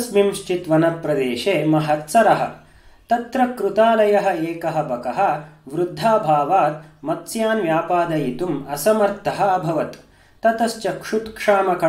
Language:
Sanskrit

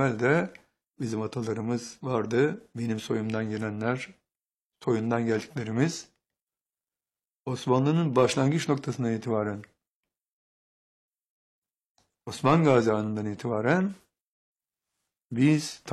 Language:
Turkish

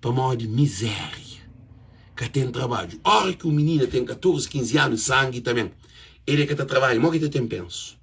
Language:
Kabuverdianu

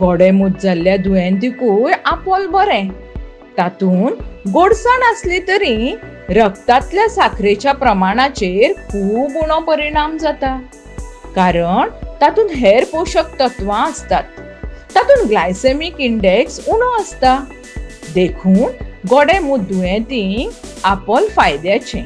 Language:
Konkani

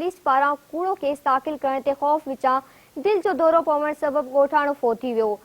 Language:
Sindhi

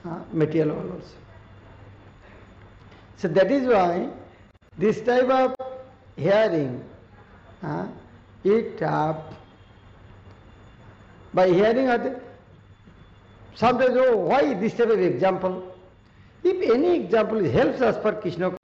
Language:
English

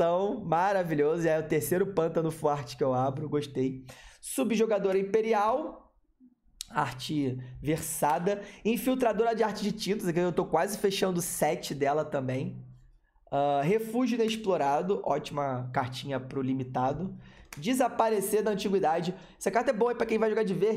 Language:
Portuguese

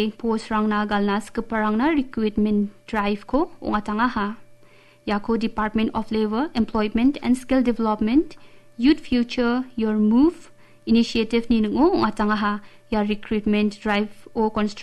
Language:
Garo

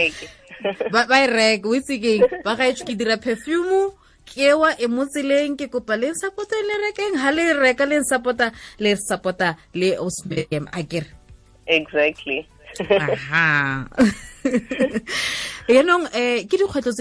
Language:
Tswana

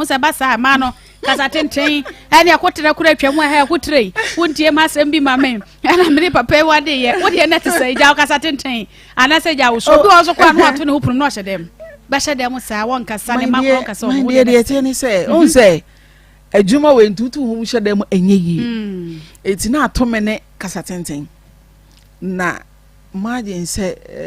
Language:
Akan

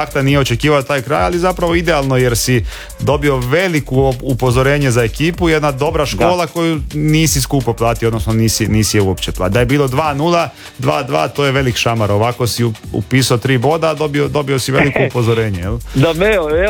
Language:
Croatian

